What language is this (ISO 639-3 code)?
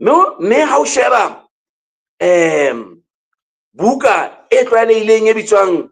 sot